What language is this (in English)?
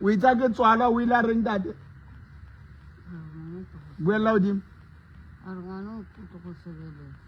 Southern Sotho